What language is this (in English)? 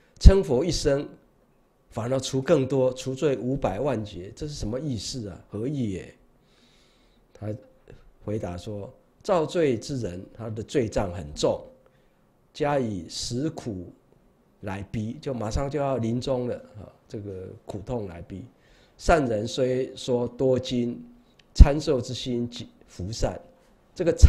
Chinese